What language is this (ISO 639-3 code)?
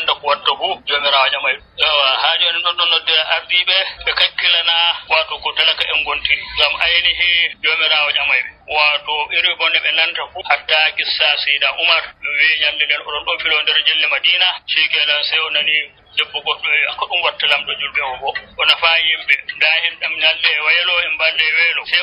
fuv